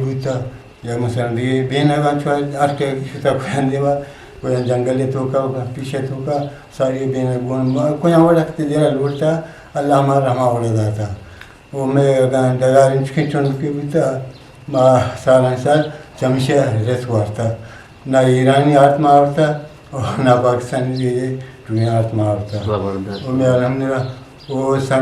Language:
Eastern Balochi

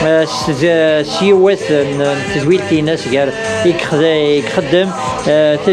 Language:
Kabyle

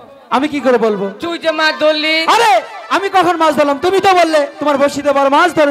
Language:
Bangla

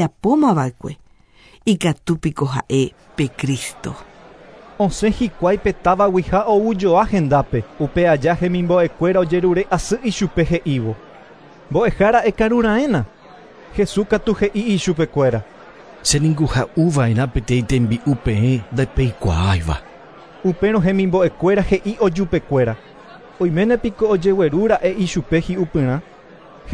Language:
Guarani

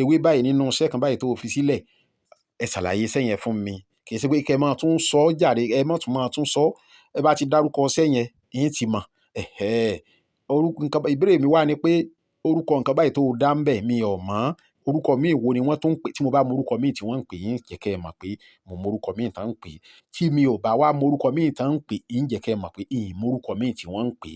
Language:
Yoruba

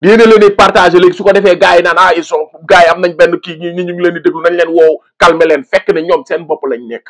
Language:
Wolof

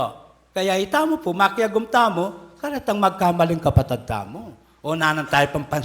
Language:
Pampanga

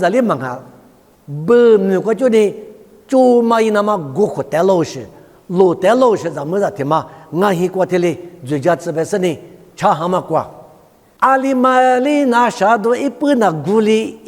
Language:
Lisu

